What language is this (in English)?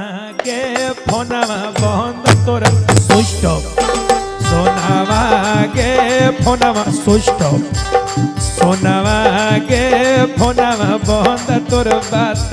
Magahi